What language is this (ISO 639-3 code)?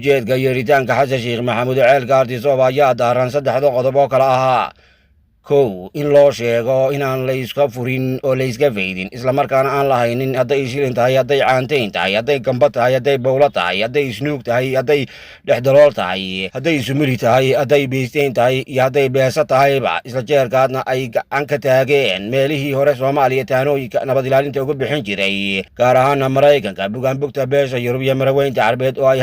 som